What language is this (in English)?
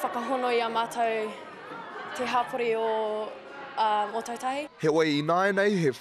Māori